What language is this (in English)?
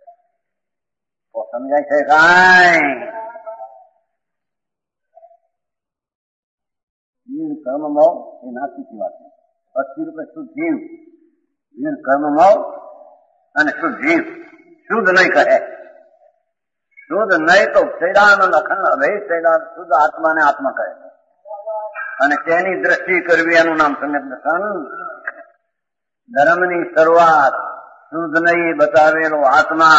Gujarati